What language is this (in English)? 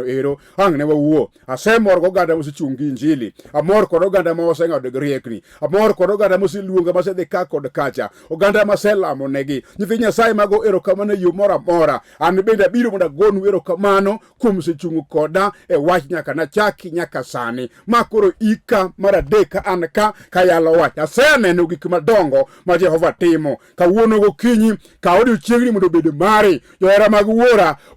Luo (Kenya and Tanzania)